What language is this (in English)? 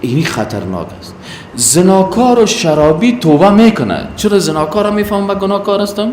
Persian